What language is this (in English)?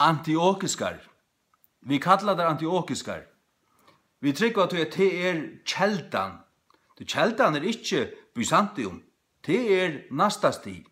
Faroese